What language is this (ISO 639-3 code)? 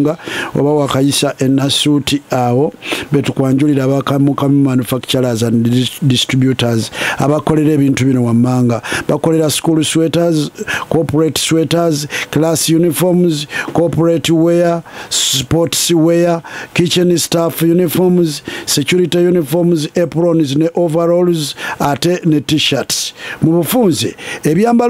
lug